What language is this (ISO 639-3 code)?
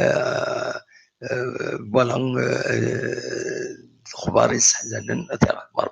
kab